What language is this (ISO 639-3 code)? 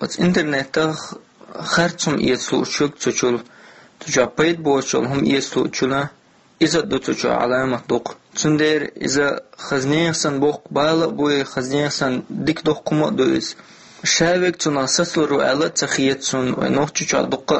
che